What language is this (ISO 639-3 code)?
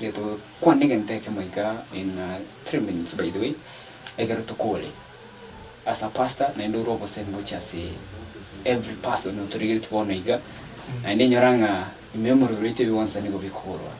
guz